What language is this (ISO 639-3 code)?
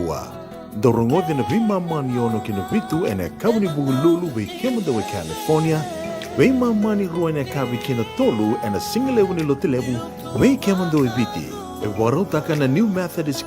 fij